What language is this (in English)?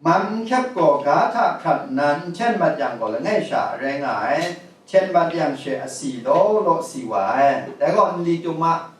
Kachin